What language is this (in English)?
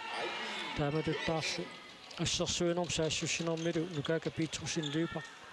Kalaallisut